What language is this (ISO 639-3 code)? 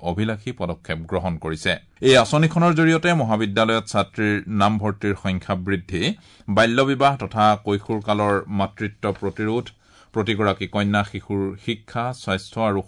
asm